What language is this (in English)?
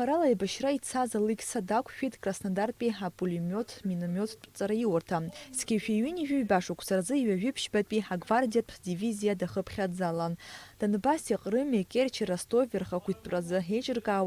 Abkhazian